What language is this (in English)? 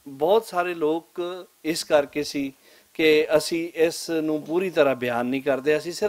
Western Panjabi